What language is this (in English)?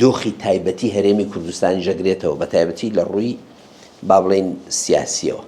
Central Kurdish